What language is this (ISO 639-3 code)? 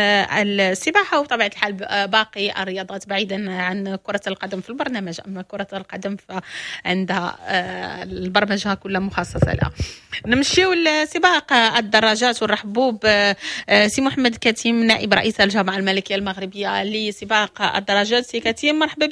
ary